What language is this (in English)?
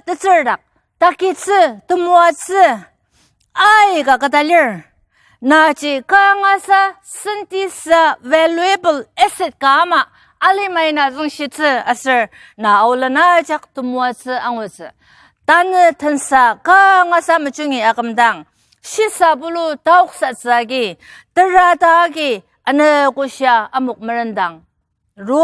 Ao Naga